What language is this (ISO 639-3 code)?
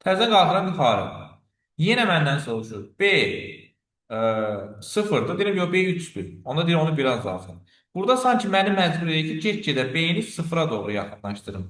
aze